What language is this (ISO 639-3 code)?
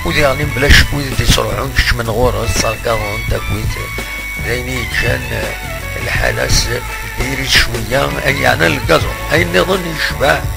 kab